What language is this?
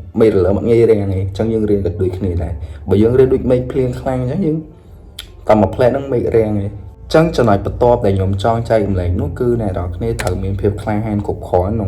Khmer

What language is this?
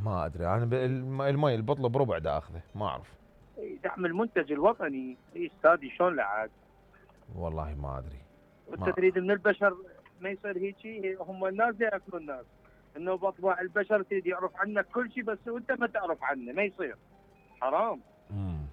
Mesopotamian Arabic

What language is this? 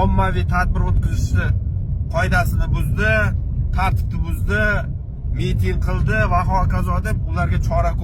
Uzbek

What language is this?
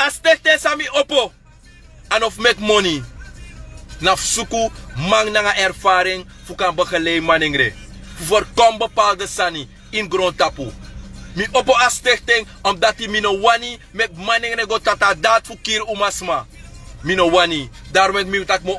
Sranan Tongo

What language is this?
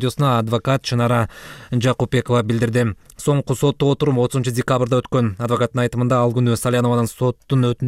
Kyrgyz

